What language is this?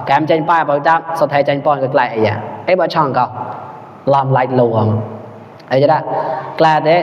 Mon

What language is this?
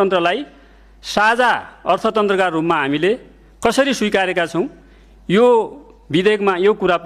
Nepali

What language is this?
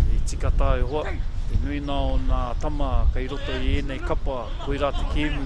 Māori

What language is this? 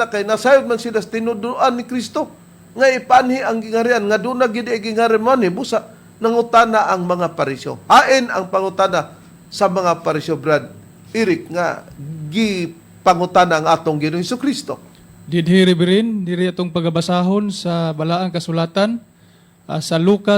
Cebuano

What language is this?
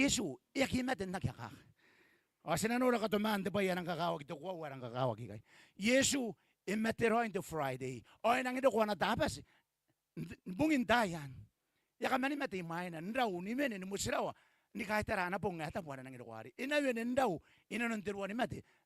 Gilbertese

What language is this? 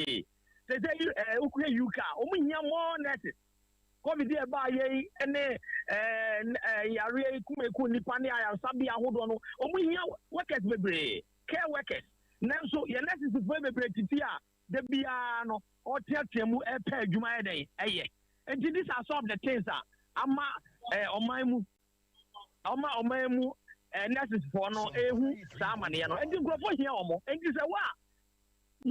Akan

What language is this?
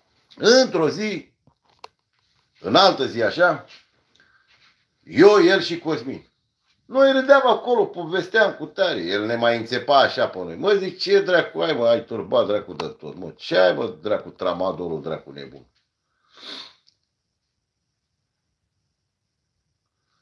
Romanian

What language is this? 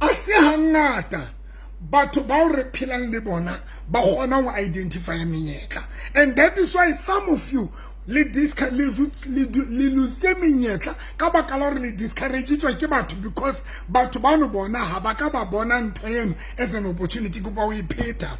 Southern Sotho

